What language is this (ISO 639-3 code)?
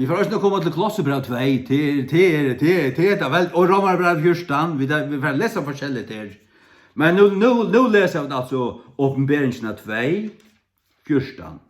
fao